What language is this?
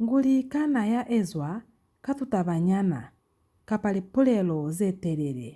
Lozi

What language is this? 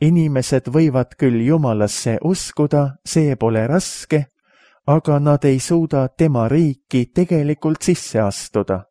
Estonian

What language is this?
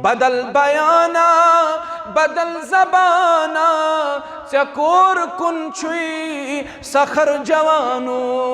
Kashmiri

